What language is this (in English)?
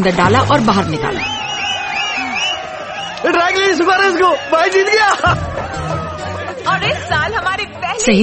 Hindi